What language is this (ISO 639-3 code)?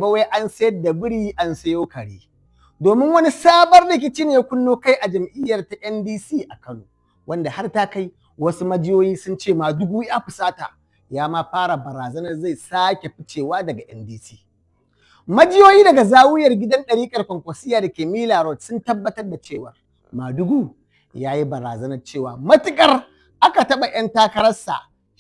hau